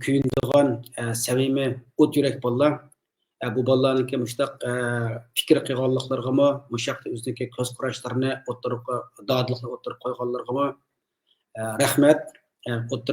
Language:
Uyghur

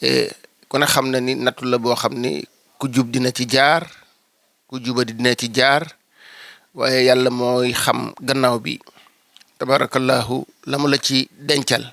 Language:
Wolof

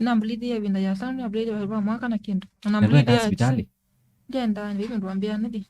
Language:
Kamba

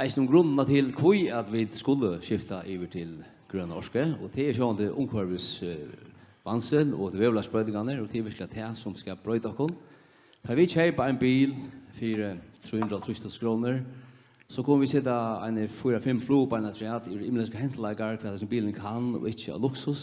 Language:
Faroese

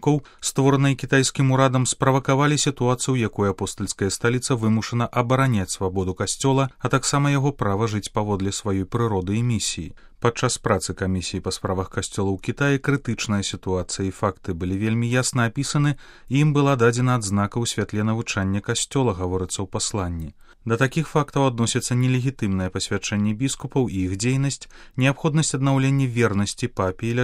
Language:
Belarusian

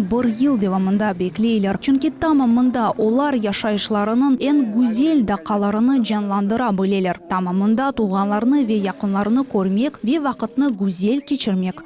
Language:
Crimean Tatar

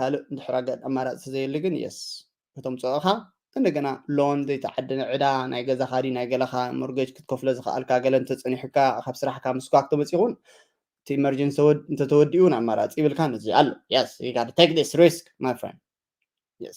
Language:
Tigrinya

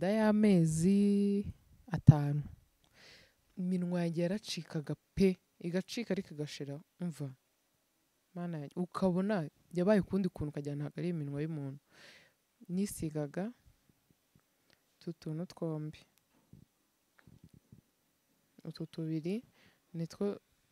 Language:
Kinyarwanda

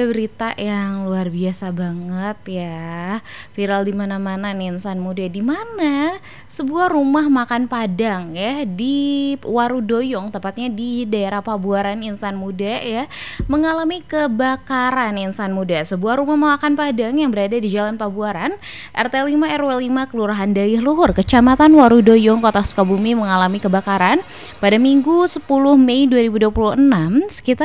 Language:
Indonesian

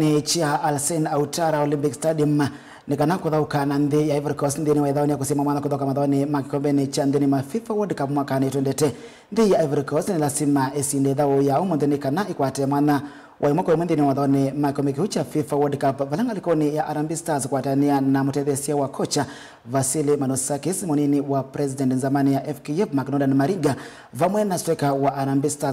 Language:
Kamba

